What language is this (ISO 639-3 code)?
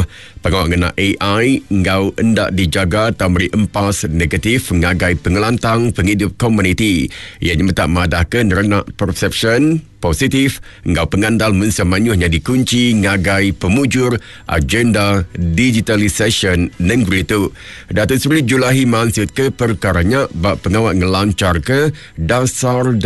iba